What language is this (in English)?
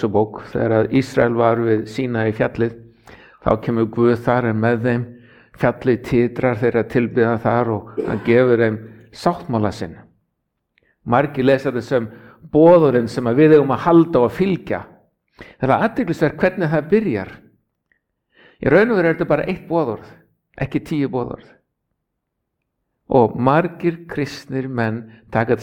Icelandic